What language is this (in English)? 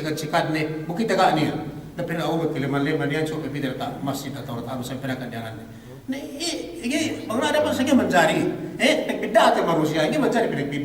Yakan